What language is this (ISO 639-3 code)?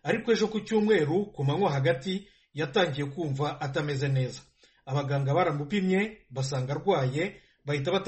kin